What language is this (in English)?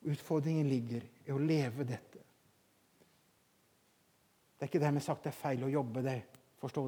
Norwegian